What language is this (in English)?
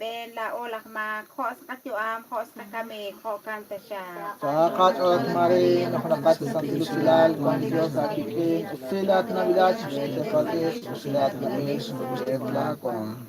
Kekchí